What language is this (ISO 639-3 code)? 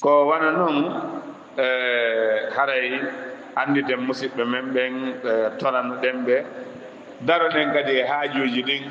ful